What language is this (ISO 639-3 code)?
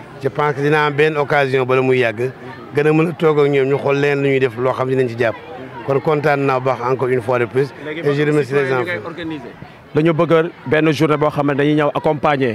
wol